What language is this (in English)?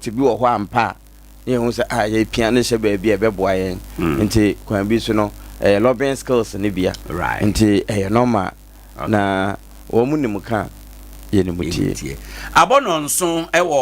Akan